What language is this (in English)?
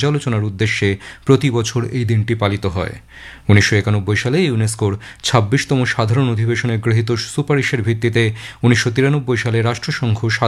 Bangla